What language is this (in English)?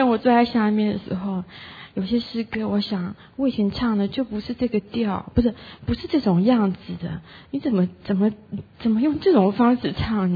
Chinese